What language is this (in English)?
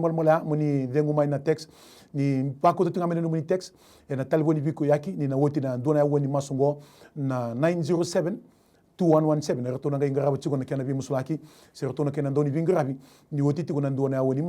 Fijian